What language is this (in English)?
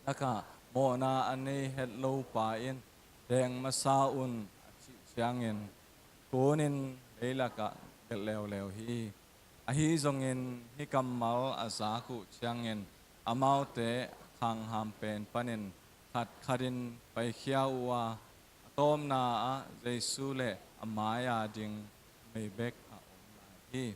Tedim Chin